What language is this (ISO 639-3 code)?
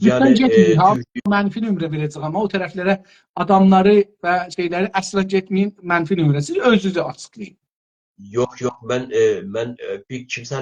azb